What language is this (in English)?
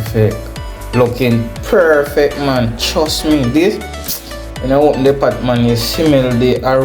Jamaican Creole English